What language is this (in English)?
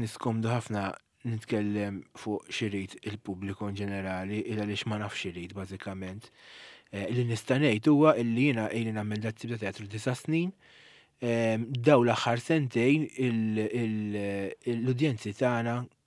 Maltese